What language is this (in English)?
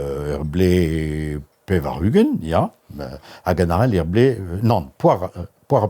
Breton